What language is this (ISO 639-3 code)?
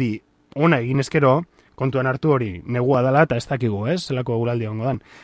eus